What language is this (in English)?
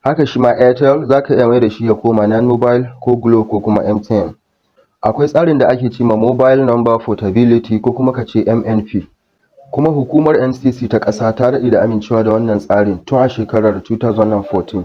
Hausa